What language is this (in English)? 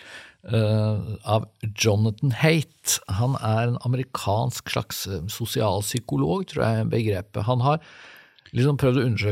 Norwegian